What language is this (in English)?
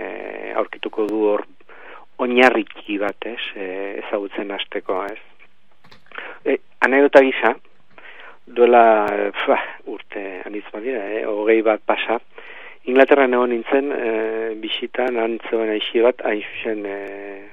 Basque